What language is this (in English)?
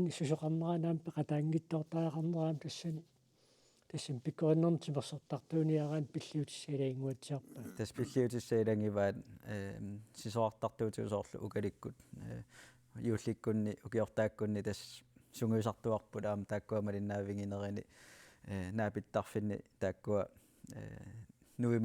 Kalaallisut